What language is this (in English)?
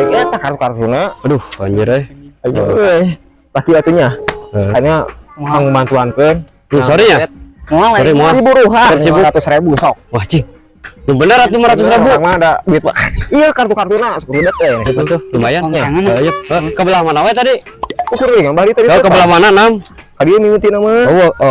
Sundanese